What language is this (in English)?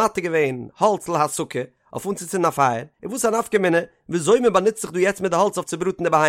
Yiddish